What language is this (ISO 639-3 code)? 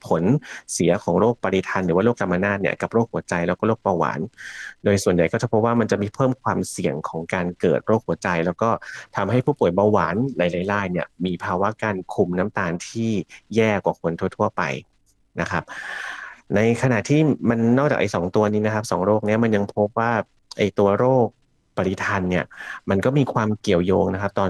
tha